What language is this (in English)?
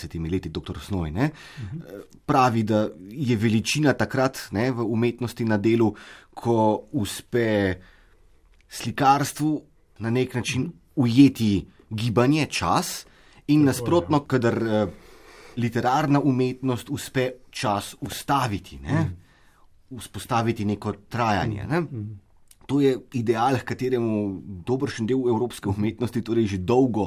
Slovenian